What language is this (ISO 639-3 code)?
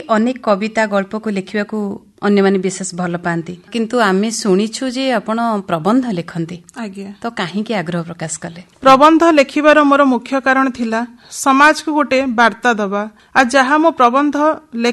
ori